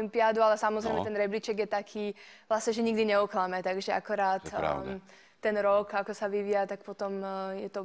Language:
Slovak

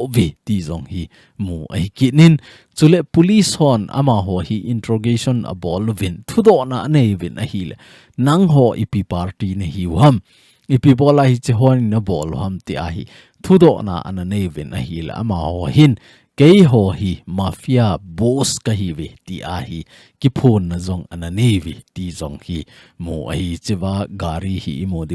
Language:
Thado Chin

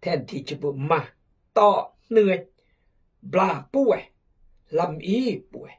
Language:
Khmu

